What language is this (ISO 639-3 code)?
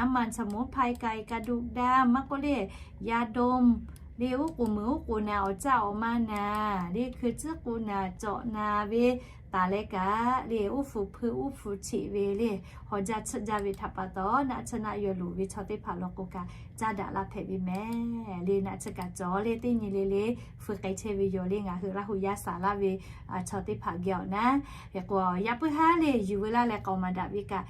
lhu